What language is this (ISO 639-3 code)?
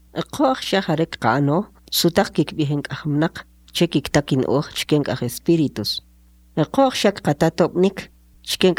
quc